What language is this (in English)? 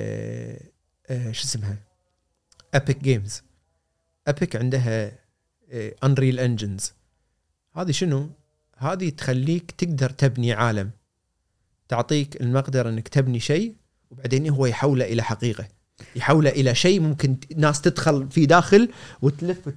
Gulf Arabic